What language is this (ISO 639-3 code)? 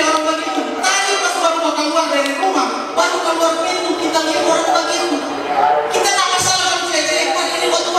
xmm